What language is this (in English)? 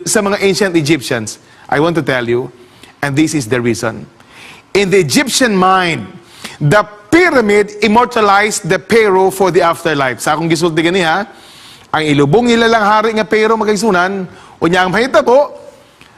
Cebuano